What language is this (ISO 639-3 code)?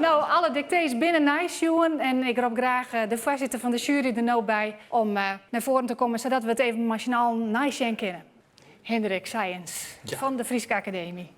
fry